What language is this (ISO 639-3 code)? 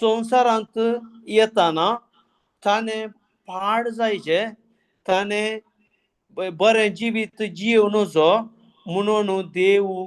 kok